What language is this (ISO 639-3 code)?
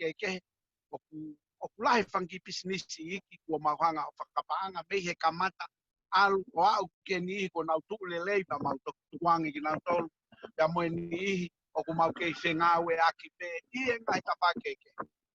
ton